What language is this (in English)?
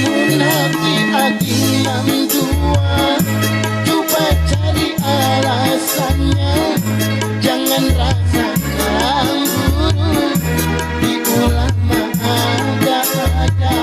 Banjar